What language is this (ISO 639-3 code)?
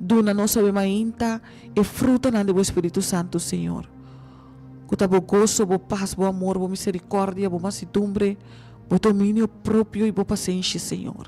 pap